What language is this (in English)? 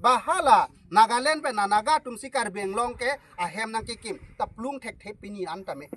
Karbi